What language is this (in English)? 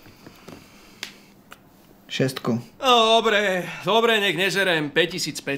Slovak